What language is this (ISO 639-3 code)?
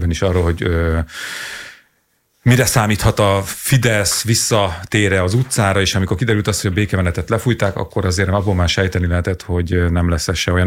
hun